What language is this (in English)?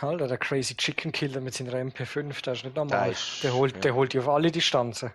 Swiss German